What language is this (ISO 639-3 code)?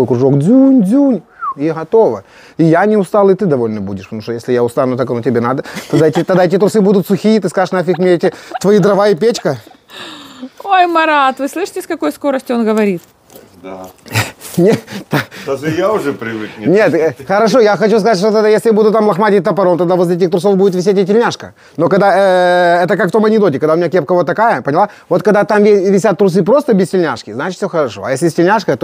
rus